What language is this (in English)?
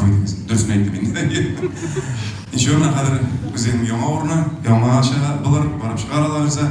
Tatar